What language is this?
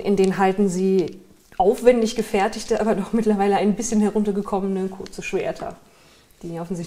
German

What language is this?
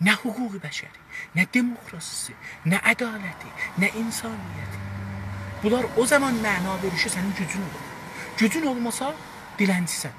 South Azerbaijani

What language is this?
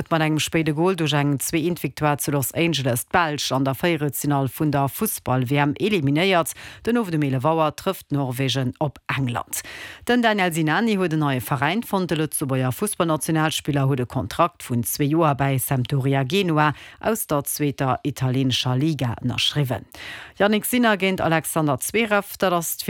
Luxembourgish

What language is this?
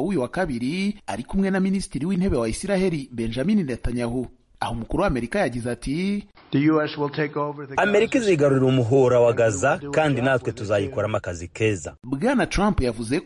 Kinyarwanda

